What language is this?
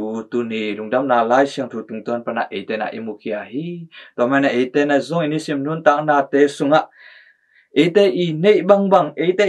Tedim Chin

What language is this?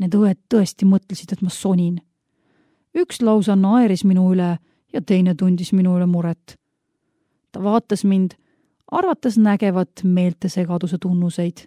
Estonian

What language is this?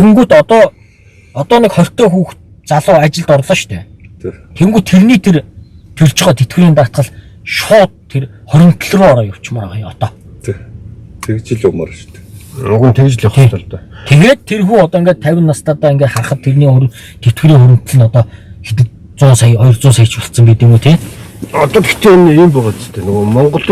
Mongolian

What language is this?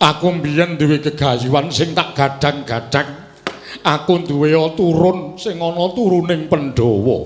Javanese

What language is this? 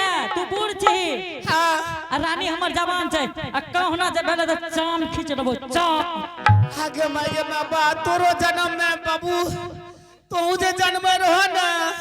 Angika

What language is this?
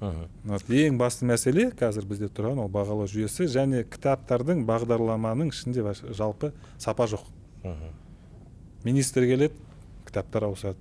Kazakh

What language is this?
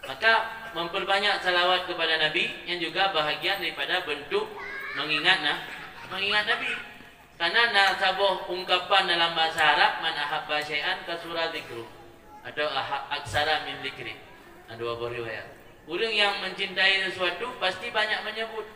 Achinese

